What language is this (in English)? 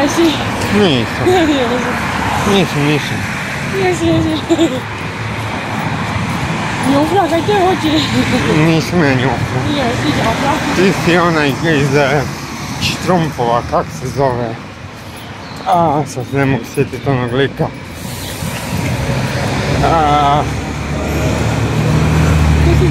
Croatian